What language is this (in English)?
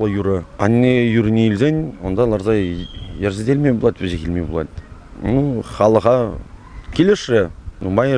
Chuvash